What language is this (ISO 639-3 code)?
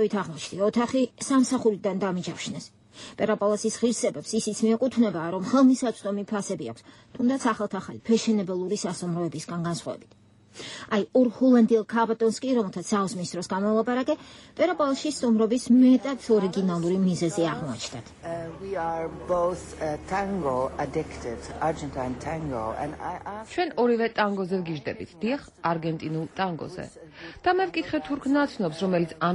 kat